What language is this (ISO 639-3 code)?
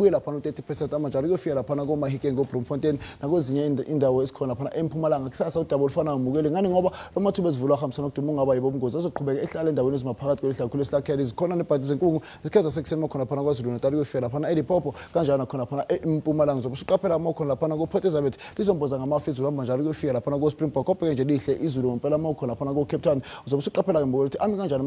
zul